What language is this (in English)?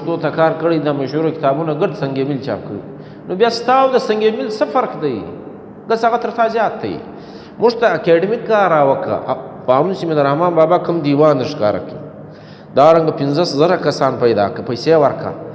Pashto